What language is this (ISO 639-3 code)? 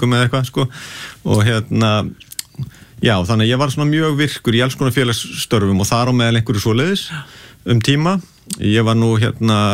isl